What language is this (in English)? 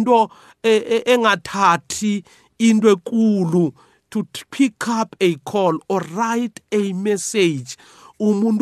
South Ndebele